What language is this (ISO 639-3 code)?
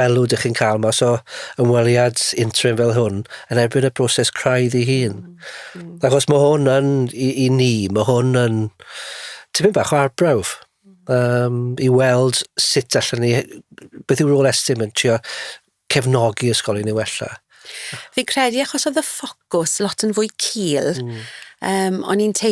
cym